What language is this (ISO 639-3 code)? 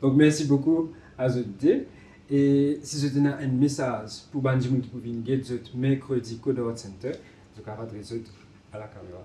mfe